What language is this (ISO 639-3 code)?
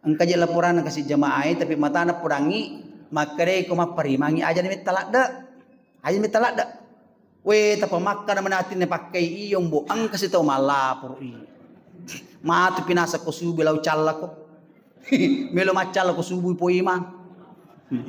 bug